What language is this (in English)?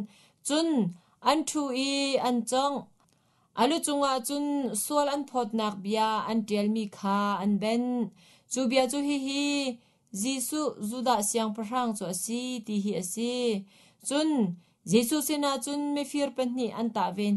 Hakha Chin